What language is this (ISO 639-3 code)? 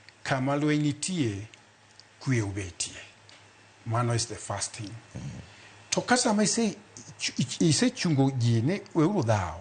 luo